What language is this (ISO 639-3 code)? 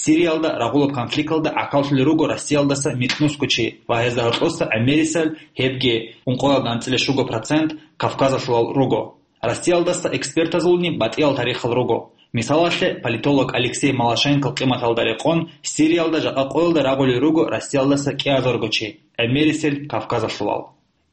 ava